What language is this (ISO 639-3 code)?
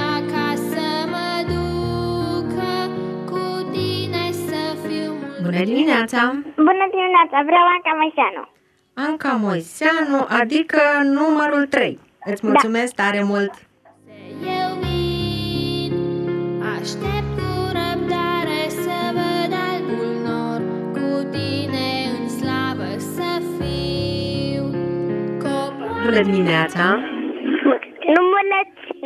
ron